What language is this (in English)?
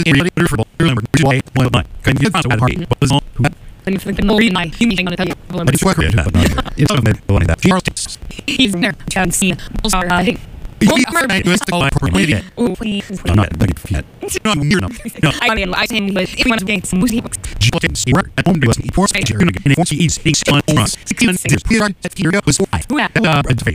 English